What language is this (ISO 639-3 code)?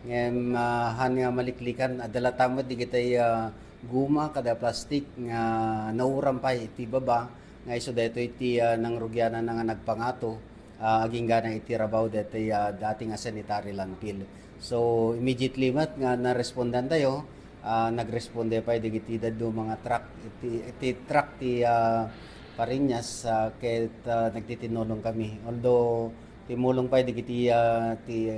ilo